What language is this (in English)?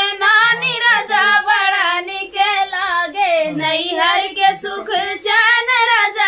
Bhojpuri